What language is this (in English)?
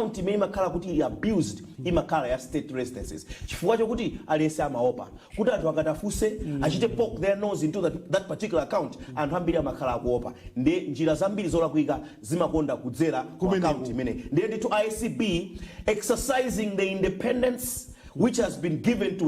Nyanja